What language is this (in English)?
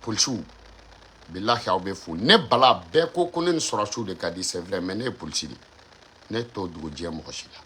Bambara